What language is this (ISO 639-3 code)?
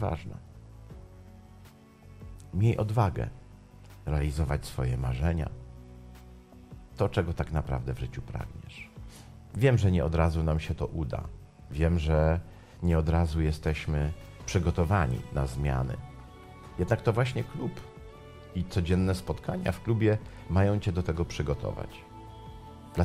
pol